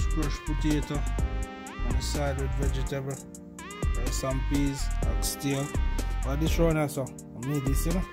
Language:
Jamaican Creole English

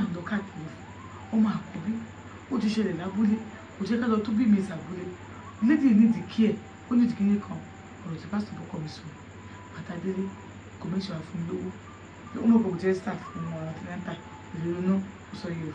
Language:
Yoruba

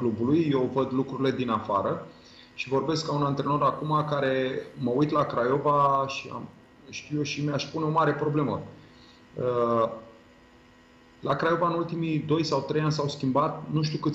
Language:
Romanian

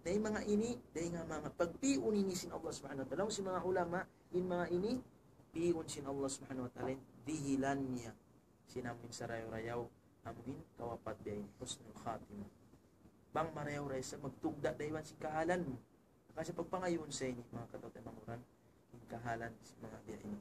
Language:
Tausug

